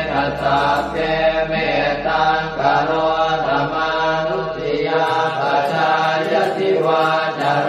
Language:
Pali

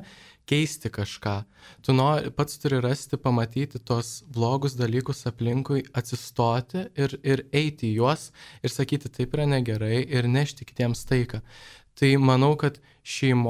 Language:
Lithuanian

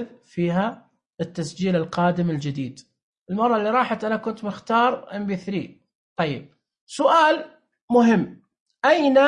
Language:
Najdi Arabic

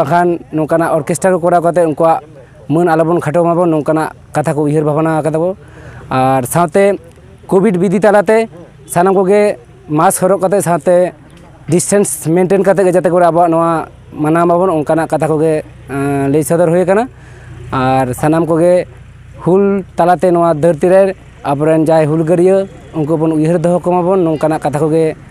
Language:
Santali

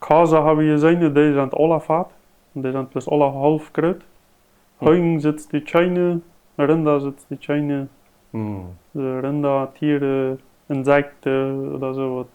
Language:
Plautdietsch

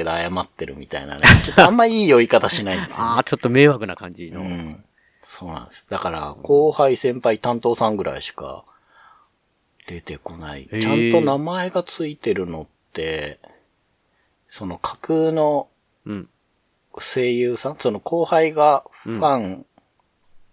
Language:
Japanese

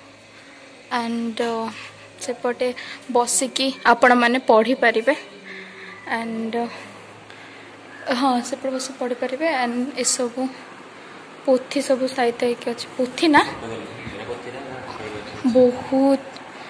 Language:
Odia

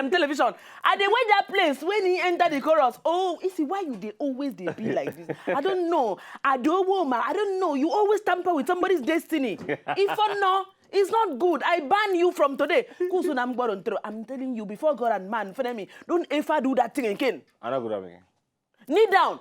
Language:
Nigerian Pidgin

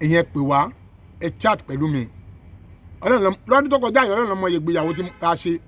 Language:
Yoruba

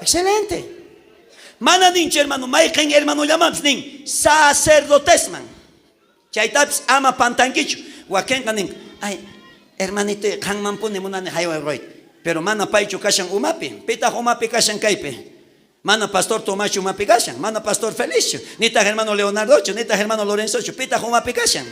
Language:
South Bolivian Quechua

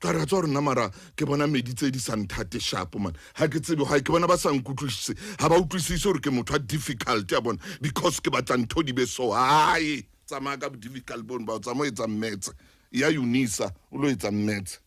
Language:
Southern Sotho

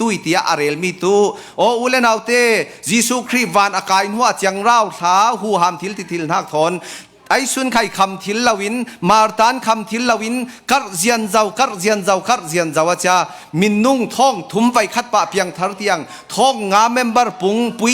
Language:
Falam Chin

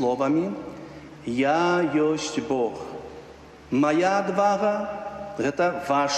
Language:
Belarusian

